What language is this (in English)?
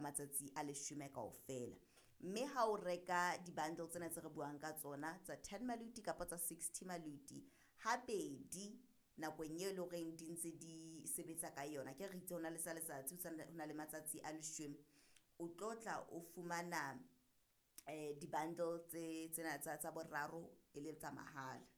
Southern Sotho